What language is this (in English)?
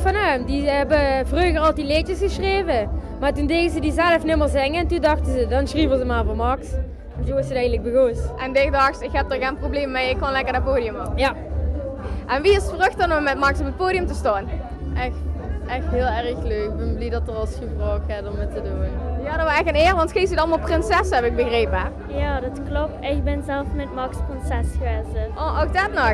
Limburgish